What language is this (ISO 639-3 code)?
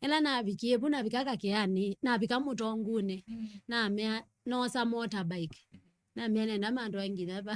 kam